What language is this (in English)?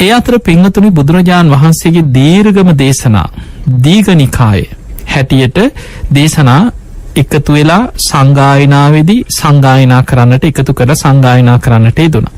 Sinhala